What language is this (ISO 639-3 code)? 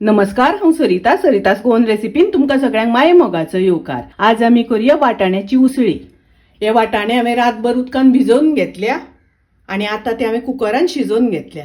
kok